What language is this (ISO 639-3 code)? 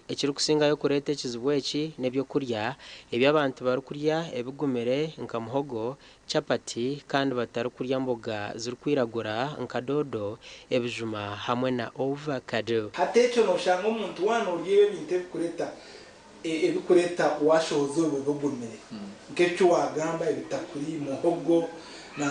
nyn